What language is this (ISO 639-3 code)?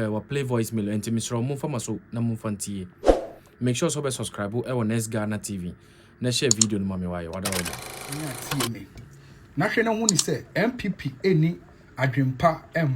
aka